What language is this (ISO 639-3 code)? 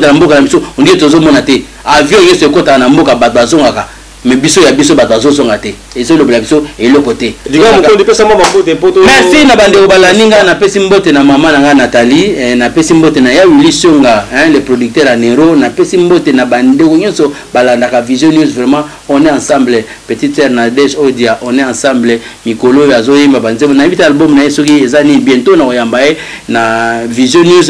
lin